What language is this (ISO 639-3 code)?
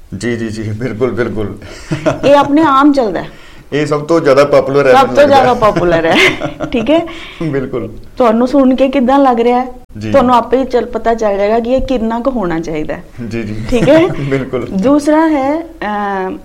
pan